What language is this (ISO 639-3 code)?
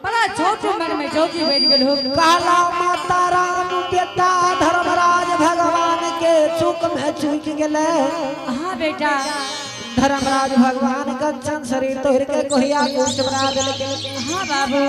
anp